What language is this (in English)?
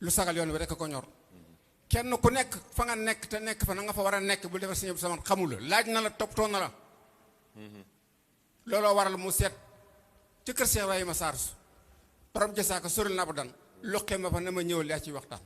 Wolof